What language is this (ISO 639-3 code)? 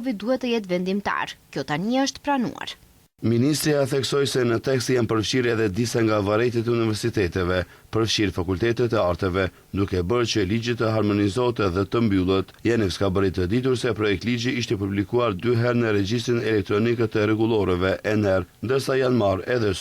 sqi